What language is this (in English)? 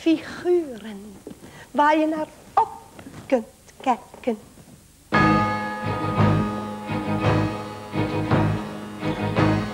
Dutch